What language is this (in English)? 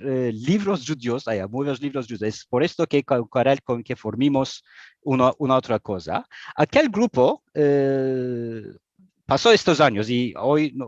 Ladino